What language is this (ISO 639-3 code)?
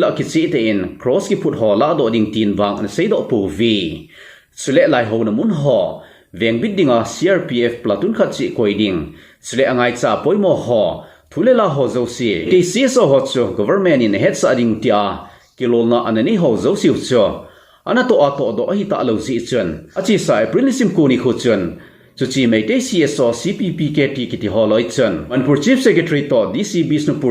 tcz